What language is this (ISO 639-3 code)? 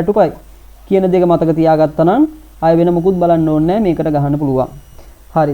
sin